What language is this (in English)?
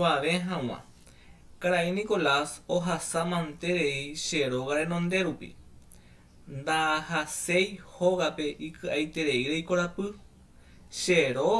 Guarani